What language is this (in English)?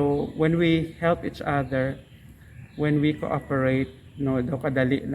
Kinaray-a